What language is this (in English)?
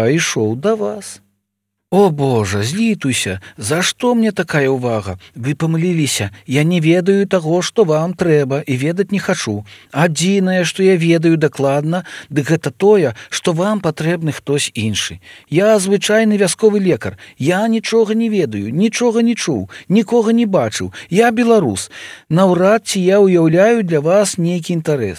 Belarusian